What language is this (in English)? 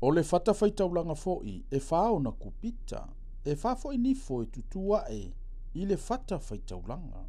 Samoan